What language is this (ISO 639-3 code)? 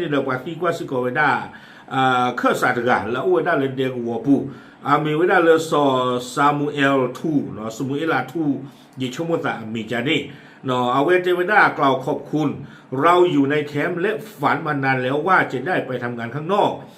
ksw